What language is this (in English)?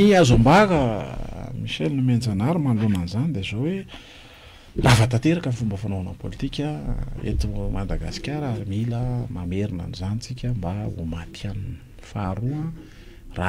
Malagasy